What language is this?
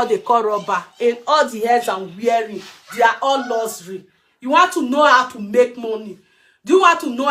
Nigerian Pidgin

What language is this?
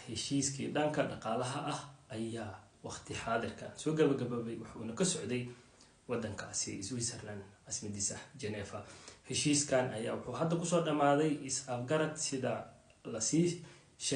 Somali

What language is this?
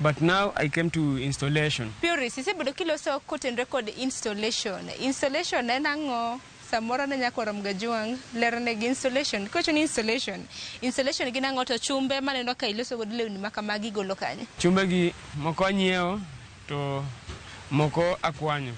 Luo (Kenya and Tanzania)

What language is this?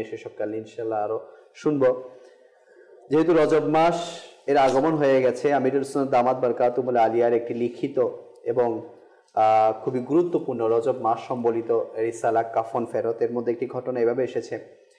Bangla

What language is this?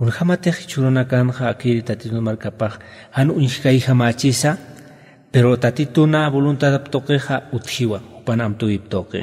Aymara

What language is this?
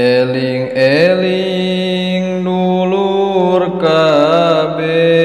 Sundanese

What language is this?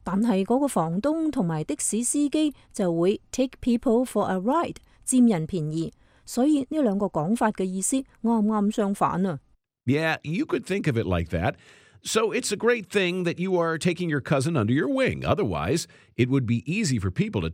Cantonese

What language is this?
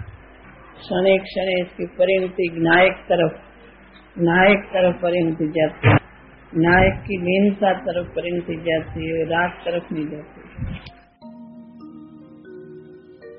Gujarati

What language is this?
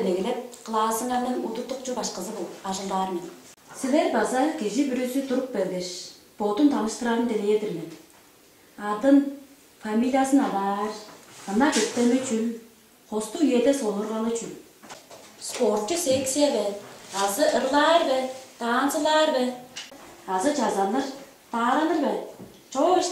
Tuvinian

